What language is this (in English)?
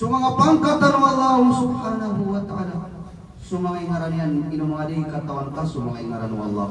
Maranao